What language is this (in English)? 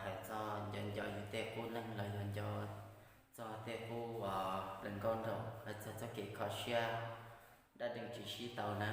Hmong